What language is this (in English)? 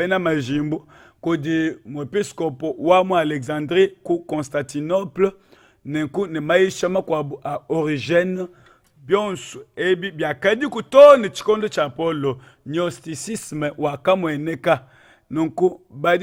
Luba-Lulua